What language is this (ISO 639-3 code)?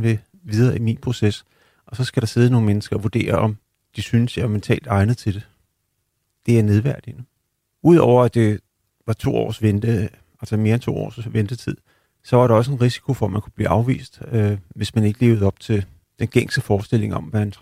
dan